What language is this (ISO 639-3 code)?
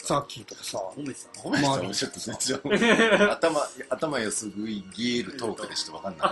jpn